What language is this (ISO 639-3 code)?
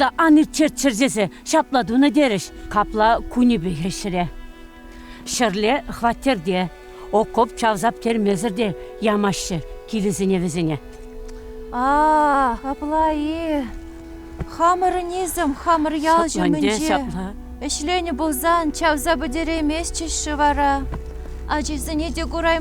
chv